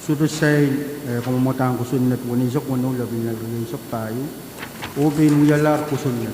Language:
Pohnpeian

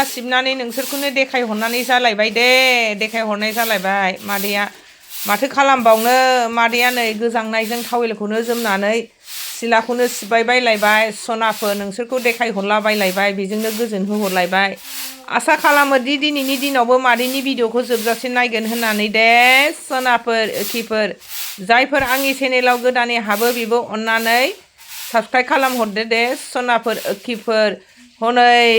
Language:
Bodo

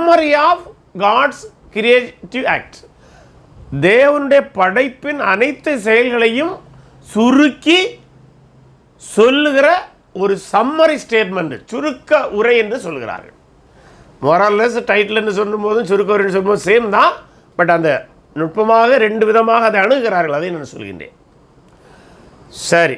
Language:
Tamil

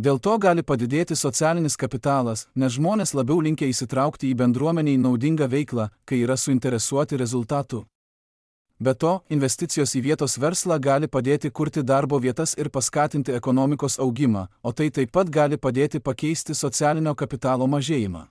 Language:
Lithuanian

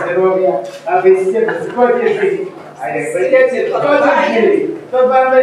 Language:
Polish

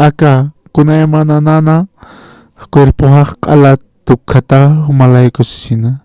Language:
Aymara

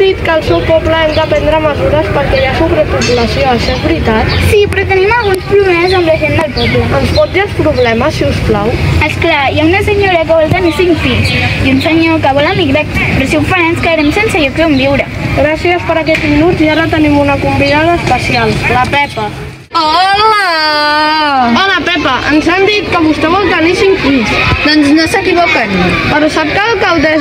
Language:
Catalan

